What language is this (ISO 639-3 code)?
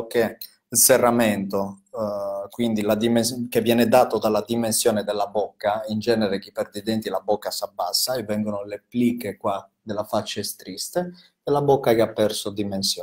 ita